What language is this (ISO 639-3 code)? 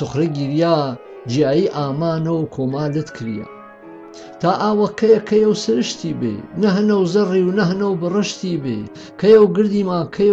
hac